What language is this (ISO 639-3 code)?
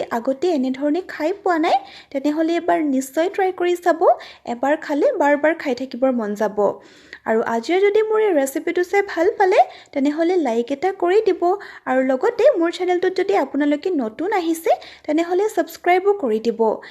asm